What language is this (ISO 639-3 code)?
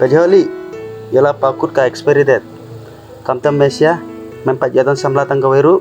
kha